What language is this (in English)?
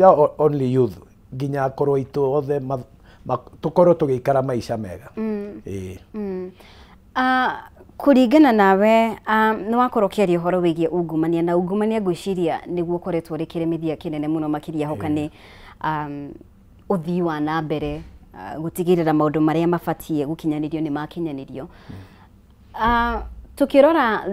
Kikuyu